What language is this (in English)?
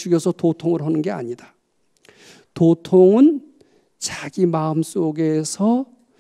Korean